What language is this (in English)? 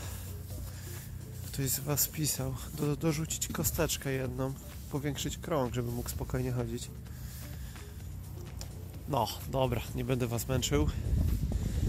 Polish